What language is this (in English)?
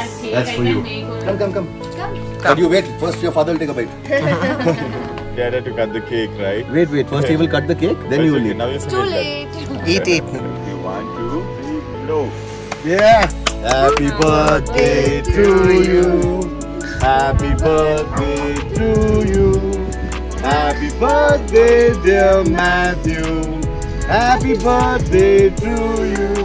English